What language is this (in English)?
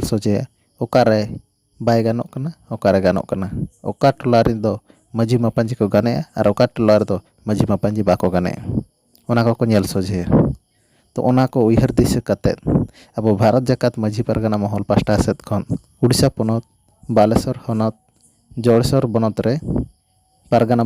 Santali